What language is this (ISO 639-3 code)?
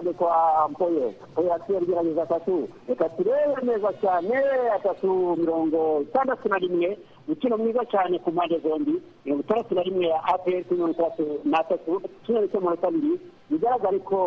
kin